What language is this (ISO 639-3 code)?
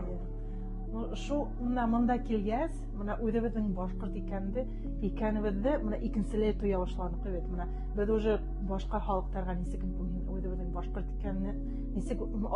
bak